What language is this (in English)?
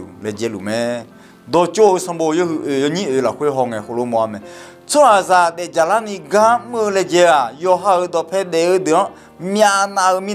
Akha